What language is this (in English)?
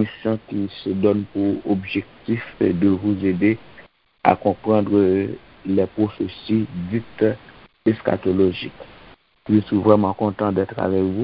Haitian Creole